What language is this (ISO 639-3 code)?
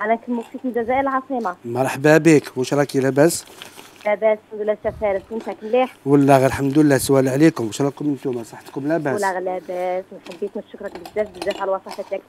arq